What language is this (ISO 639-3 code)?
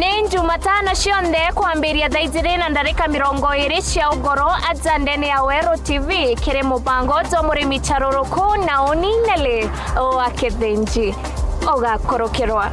mer